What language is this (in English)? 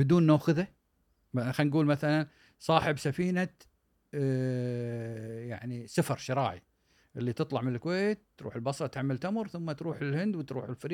Gulf Arabic